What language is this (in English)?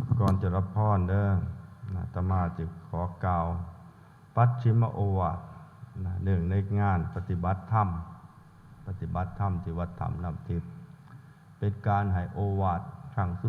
Northeastern Thai